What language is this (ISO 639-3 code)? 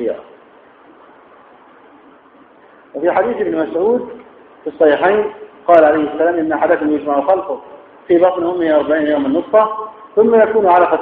ara